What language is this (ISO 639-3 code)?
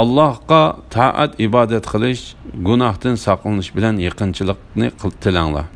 uig